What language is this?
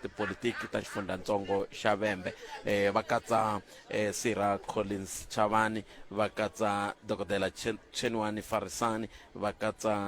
Tsonga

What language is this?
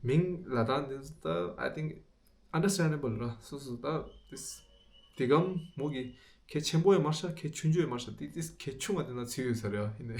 Tibetan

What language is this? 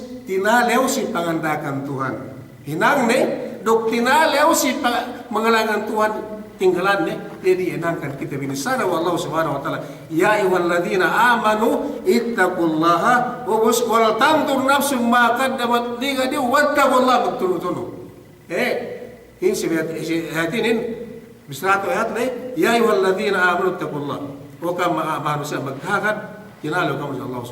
Yakan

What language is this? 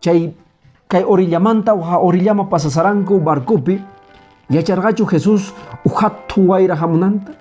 Quechua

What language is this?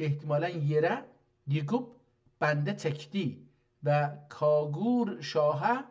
South Azerbaijani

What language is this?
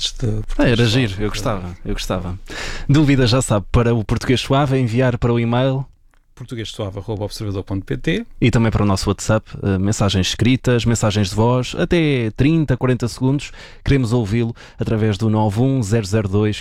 Portuguese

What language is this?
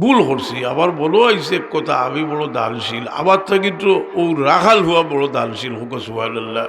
Sylheti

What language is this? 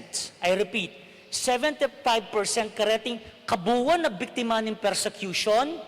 Pampanga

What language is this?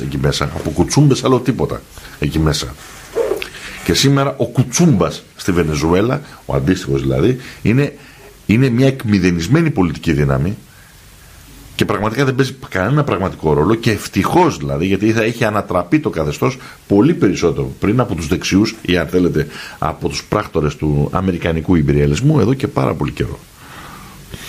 Greek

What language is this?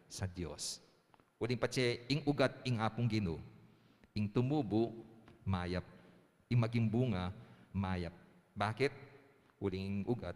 Pampanga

